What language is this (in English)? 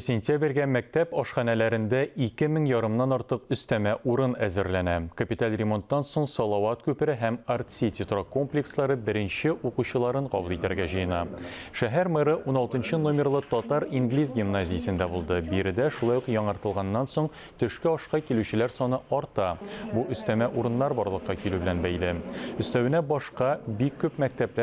Tatar